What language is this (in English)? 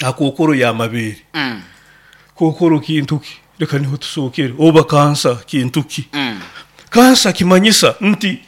Nyoro